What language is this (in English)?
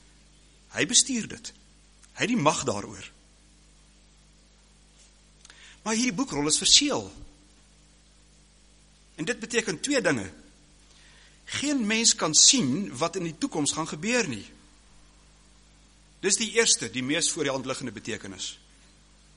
Afrikaans